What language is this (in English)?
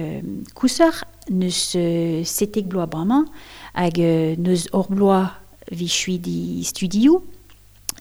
Breton